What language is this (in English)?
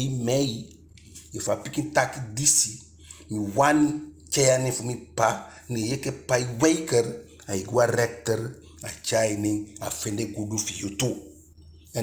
Eastern Maroon Creole